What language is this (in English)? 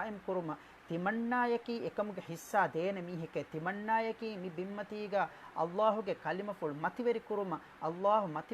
Divehi